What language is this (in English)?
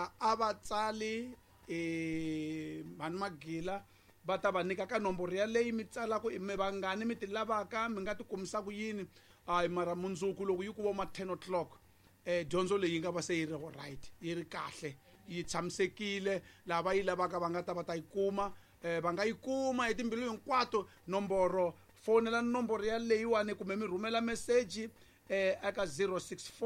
Tsonga